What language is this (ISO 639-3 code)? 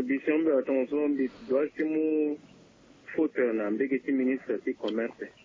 sag